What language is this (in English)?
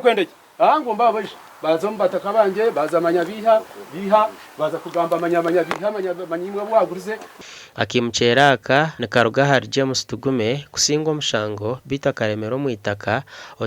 Nyankole